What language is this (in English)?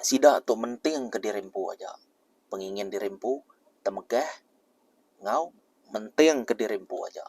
Iban